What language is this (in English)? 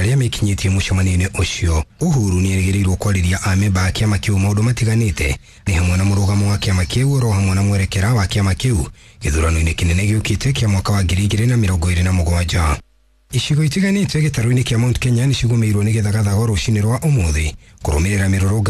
Kikuyu